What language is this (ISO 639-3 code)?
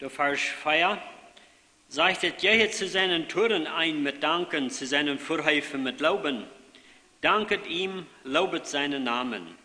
pdt